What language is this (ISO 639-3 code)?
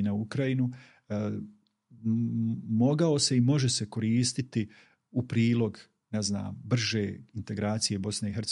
bos